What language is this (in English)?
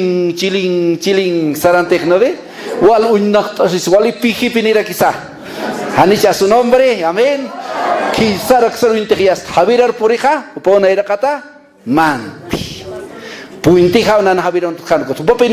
Aymara